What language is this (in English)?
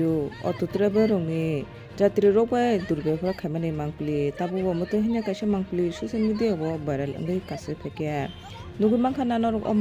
Kok Borok